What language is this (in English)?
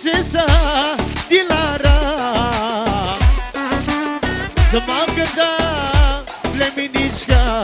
Bulgarian